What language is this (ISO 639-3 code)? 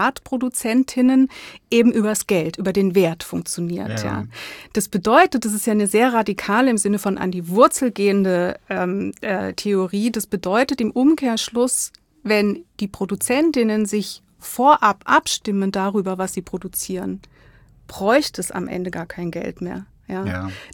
deu